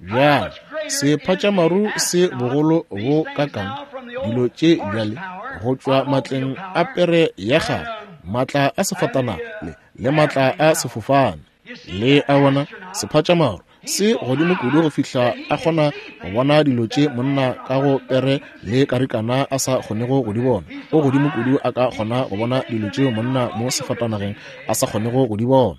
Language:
Northern Sotho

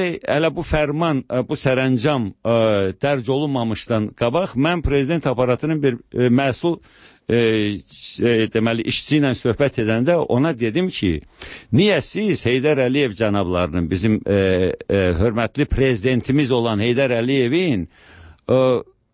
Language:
Azerbaijani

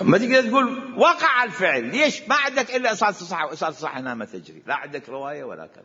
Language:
Mesopotamian Arabic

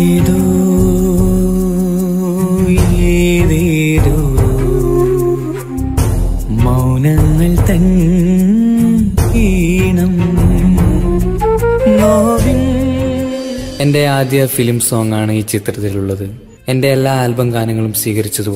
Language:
Malayalam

